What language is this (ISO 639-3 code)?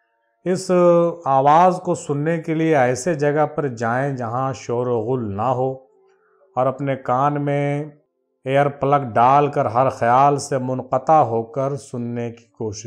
urd